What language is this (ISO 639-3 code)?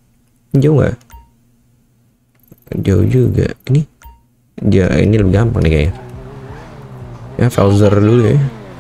ind